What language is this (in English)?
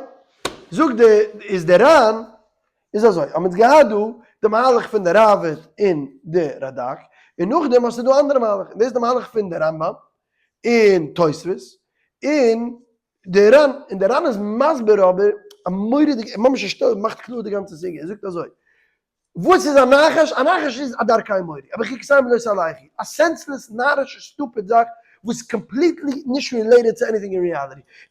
Yiddish